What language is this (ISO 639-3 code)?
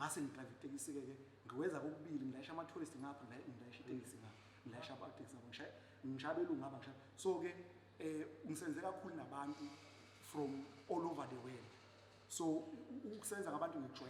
zul